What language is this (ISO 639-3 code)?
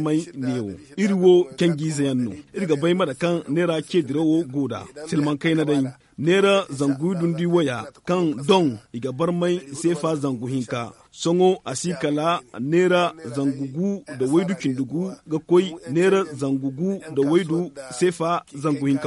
dje